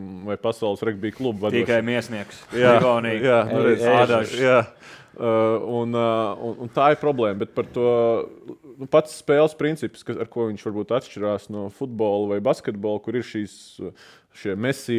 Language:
Latvian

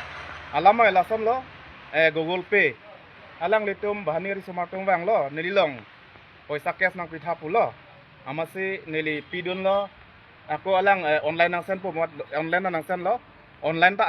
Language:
Karbi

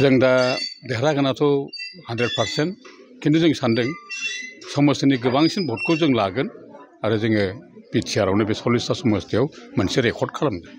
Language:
Bodo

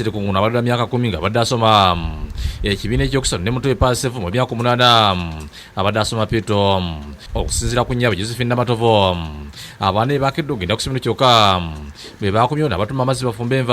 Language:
Ganda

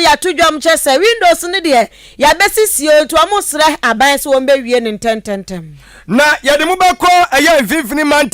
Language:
Akan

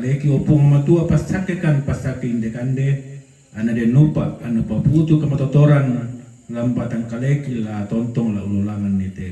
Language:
Toraja-Sa'dan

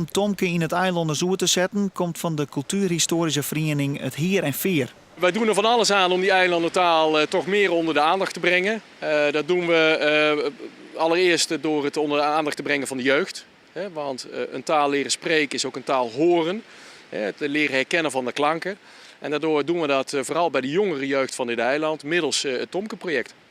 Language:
Western Frisian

